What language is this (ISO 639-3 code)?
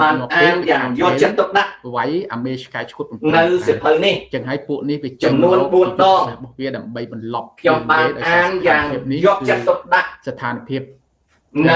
khm